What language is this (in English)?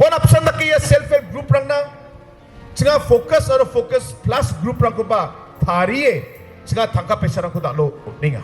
Garo